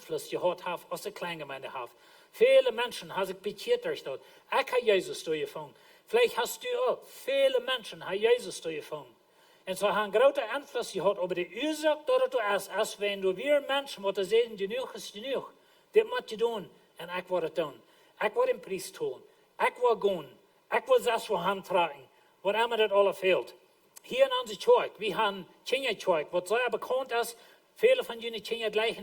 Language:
Plautdietsch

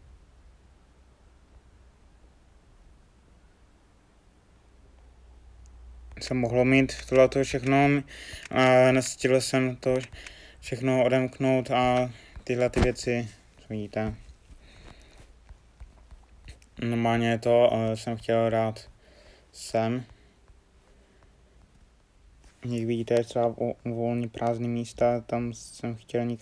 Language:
Czech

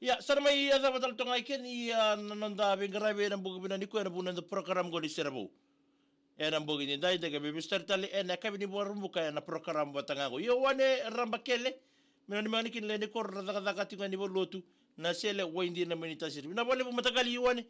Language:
Fijian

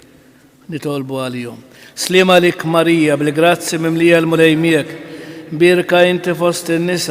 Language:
Maltese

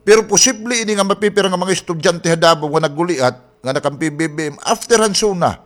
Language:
Waray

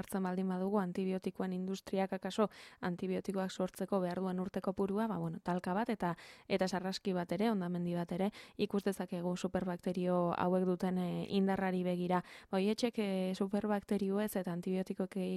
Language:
Basque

